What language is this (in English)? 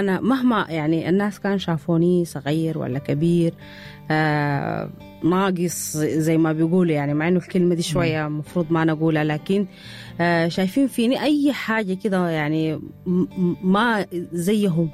Sudanese Arabic